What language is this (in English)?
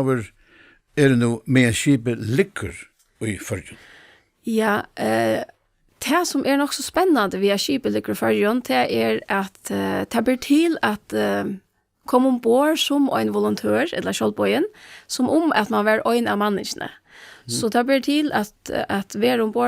Faroese